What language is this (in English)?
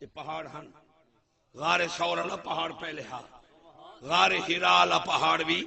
Saraiki